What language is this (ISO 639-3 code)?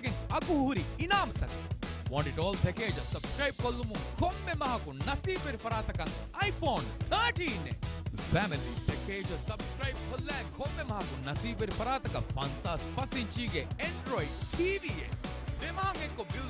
div